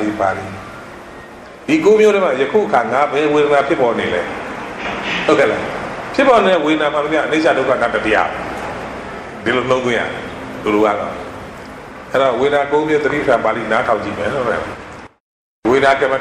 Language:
Burmese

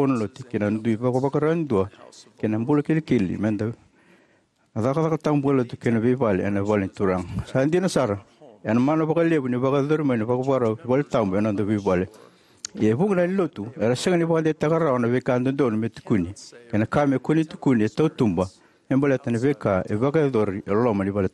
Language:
Fijian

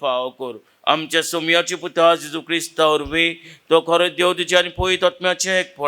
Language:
Konkani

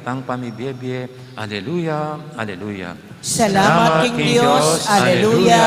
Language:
Pampanga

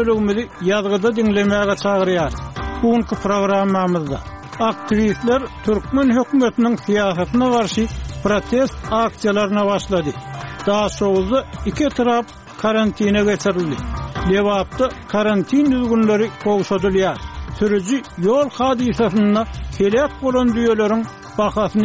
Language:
Turkmen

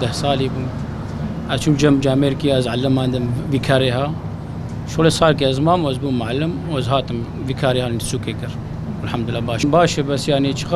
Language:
Kurdish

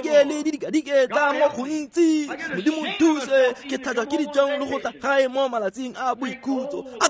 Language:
Tswana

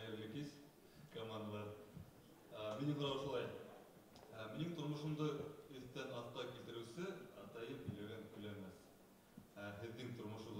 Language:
Bashkir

